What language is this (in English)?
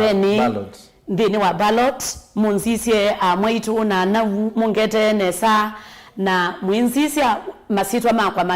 Kamba